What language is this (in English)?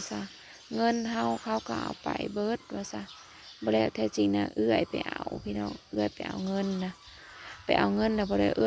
Northeastern Thai